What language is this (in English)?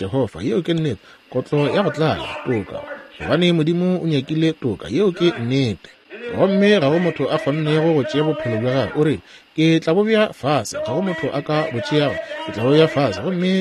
Northern Sotho